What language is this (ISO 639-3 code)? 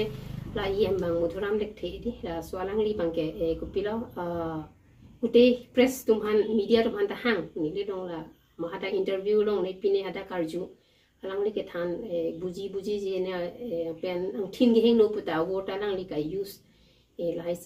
mjw